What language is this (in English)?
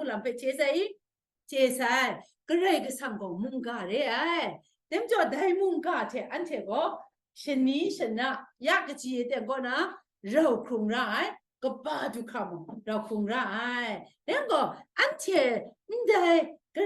Kachin